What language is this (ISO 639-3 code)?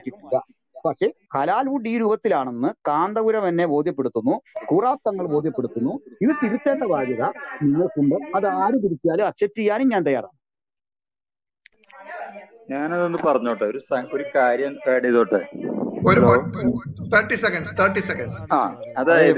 mal